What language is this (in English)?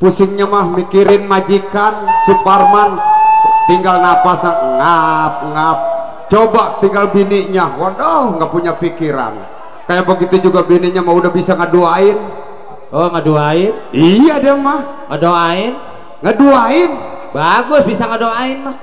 Betawi